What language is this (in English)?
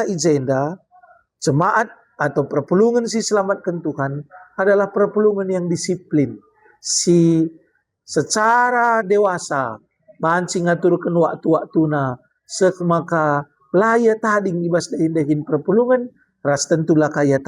Batak Karo